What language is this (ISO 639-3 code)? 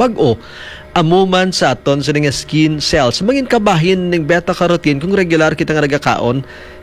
hil